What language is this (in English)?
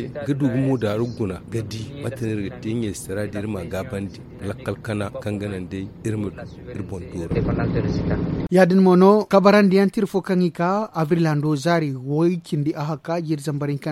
Zarma